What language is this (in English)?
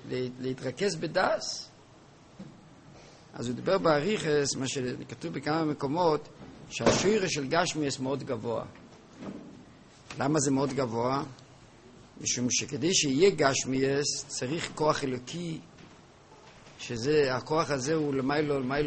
Hebrew